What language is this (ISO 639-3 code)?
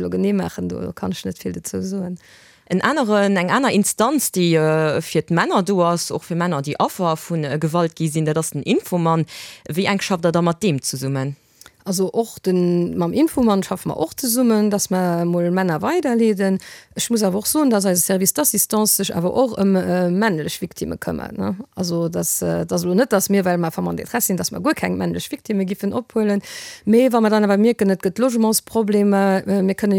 ltz